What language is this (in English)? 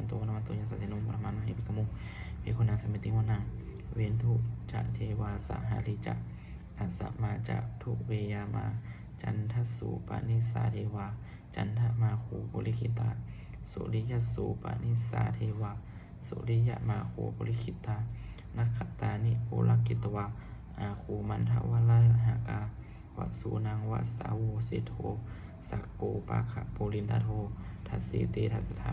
Pali